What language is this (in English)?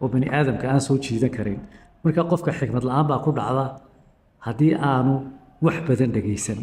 Somali